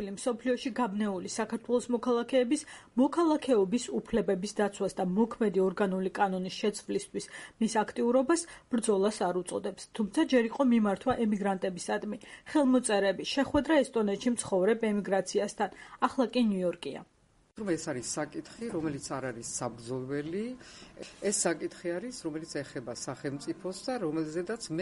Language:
Georgian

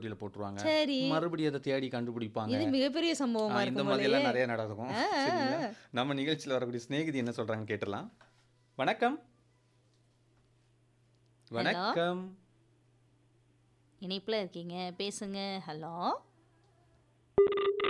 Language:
Tamil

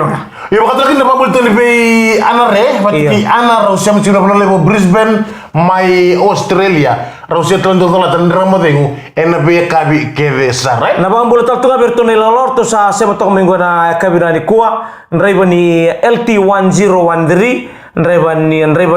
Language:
Fijian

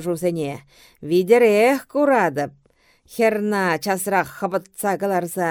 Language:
Chuvash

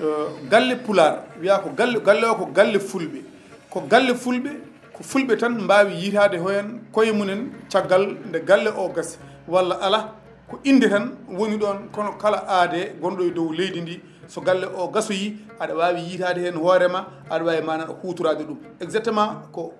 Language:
Fula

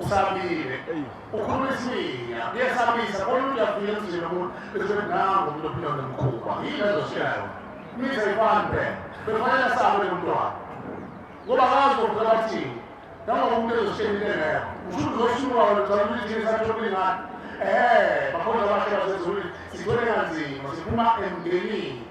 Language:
Zulu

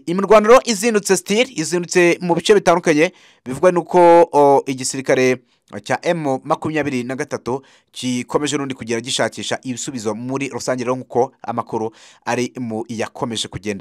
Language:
Kinyarwanda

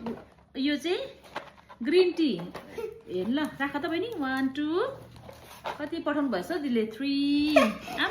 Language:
Nepali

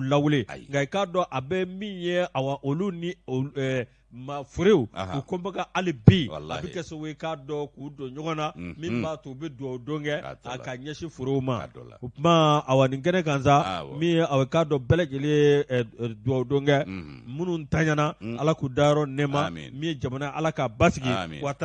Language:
Bambara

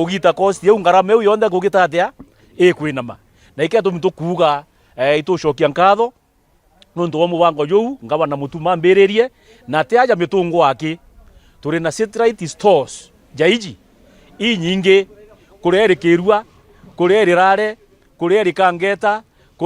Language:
Meru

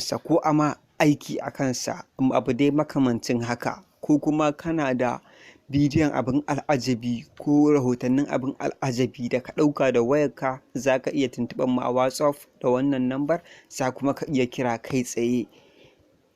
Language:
Hausa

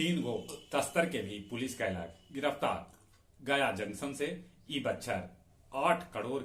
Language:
Magahi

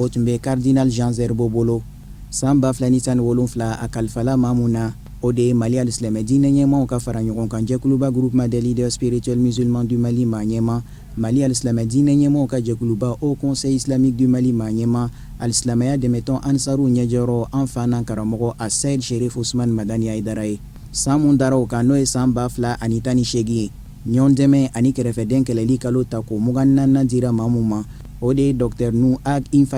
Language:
Bambara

